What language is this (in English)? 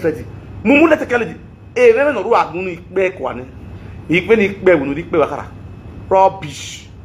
Nigerian Pidgin